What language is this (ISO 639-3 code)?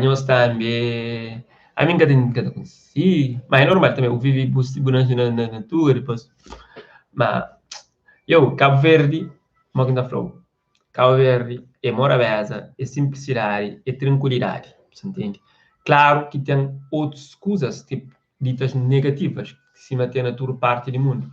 kea